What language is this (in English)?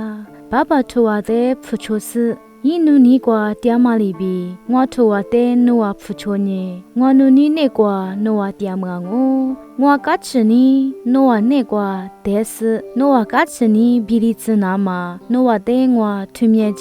Lisu